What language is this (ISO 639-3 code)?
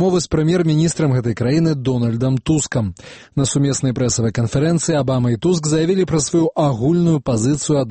bel